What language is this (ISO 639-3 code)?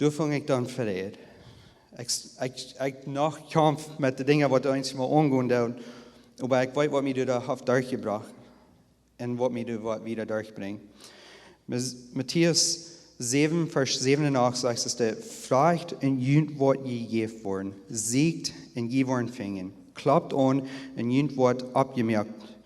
pdt